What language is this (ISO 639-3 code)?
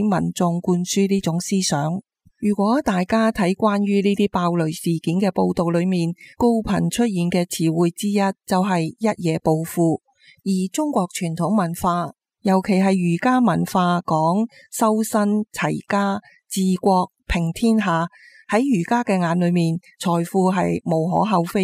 yue